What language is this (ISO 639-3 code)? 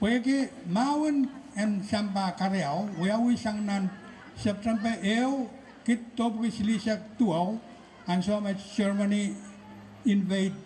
pon